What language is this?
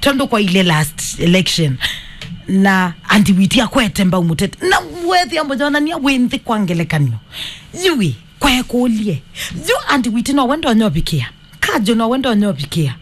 Kamba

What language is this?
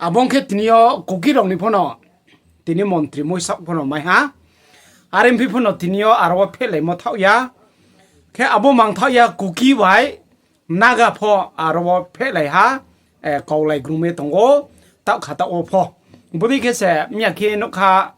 Riang (India)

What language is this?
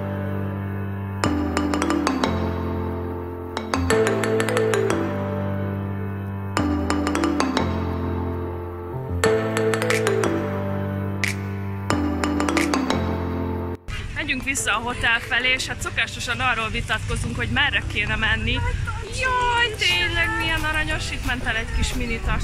Hungarian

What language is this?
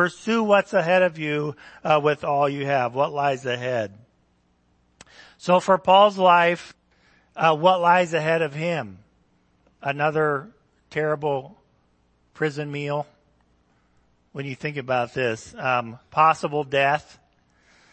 English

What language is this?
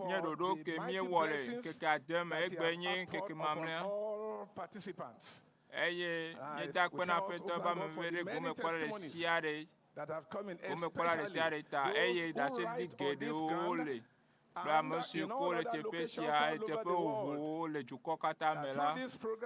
Ewe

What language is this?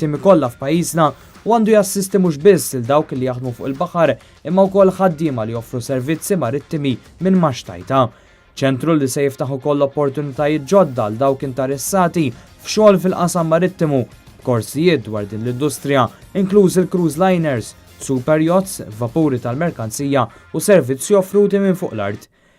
Maltese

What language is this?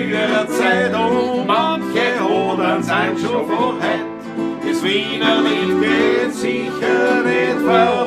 Bavarian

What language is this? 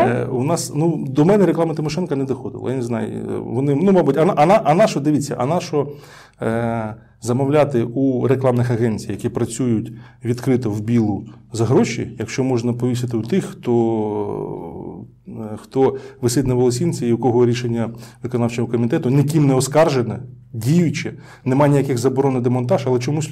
Ukrainian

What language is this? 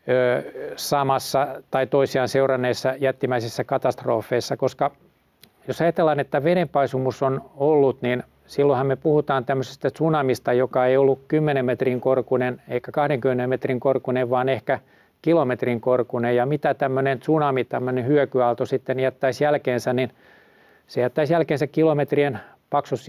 Finnish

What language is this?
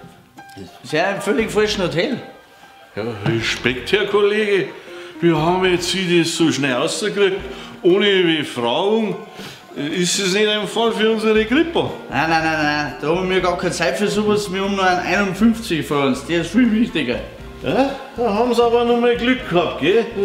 Bavarian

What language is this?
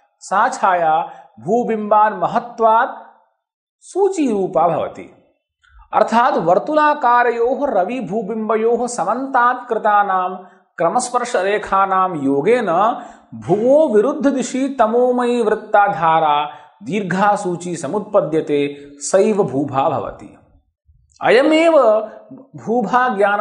Sanskrit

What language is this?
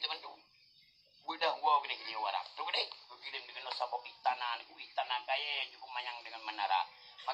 Achinese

